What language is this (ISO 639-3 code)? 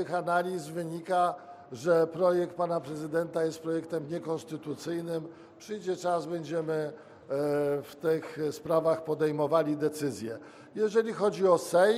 pol